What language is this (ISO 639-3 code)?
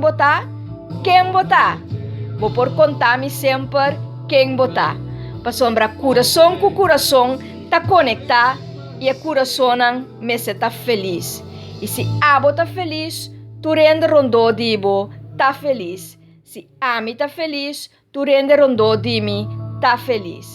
pap